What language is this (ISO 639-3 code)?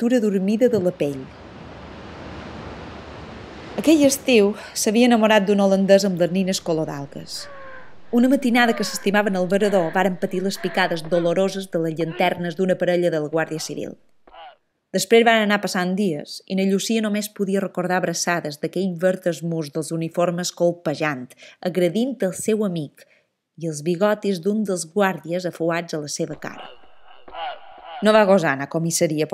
cat